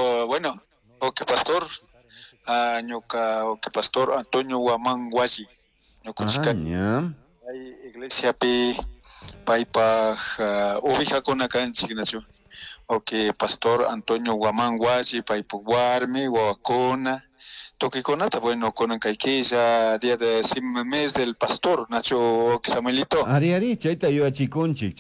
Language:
Chimborazo Highland Quichua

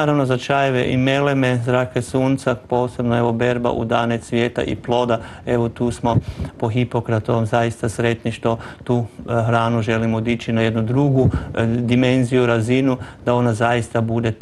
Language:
Croatian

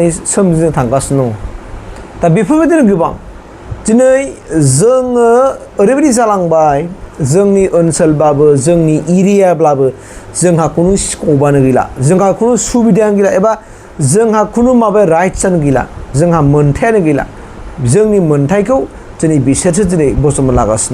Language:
Bodo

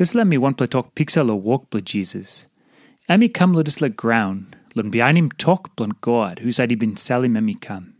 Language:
Tok Pisin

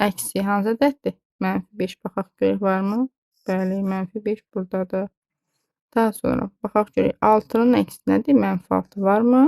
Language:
Azerbaijani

